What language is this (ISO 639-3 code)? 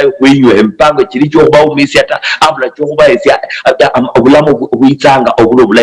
luy